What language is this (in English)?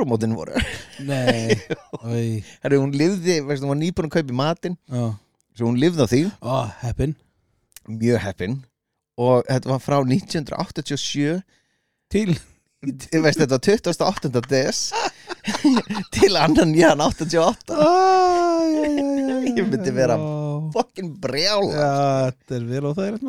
Icelandic